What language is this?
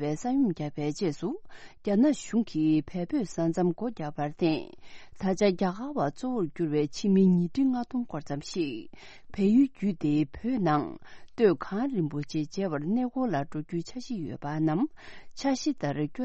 Tibetan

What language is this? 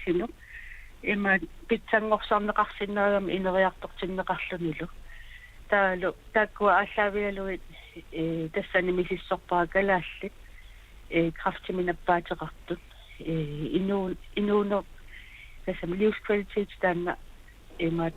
Kalaallisut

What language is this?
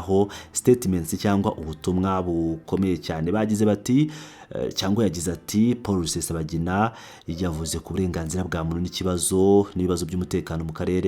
Kinyarwanda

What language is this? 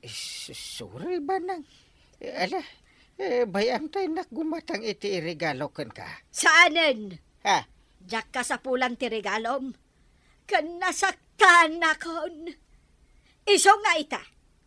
Iloko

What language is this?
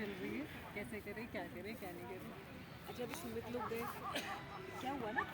Khasi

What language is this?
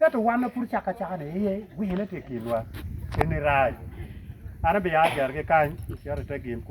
Acoli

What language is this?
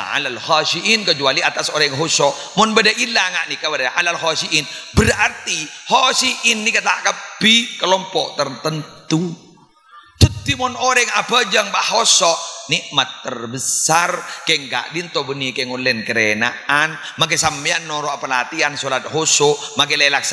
Madurese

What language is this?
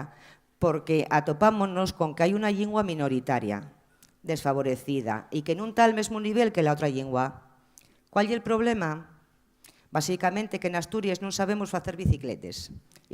Asturian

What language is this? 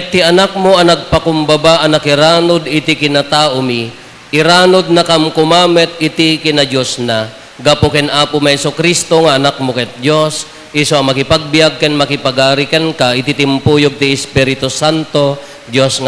Iloko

